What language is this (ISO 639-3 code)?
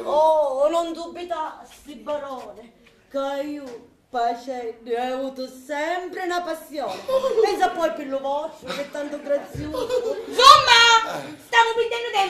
scn